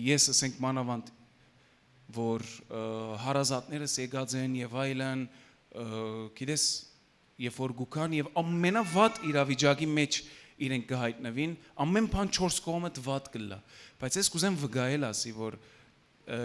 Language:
Western Armenian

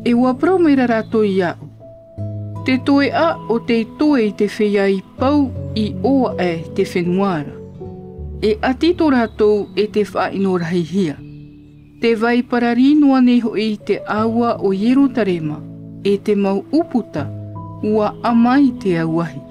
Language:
Tahitian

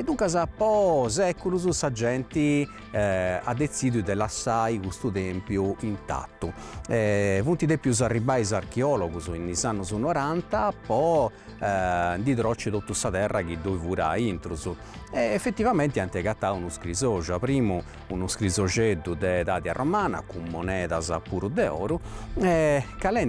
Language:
Sardinian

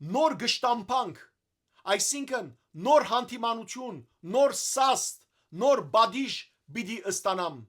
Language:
Western Armenian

